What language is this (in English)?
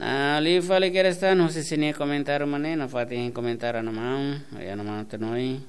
Tetum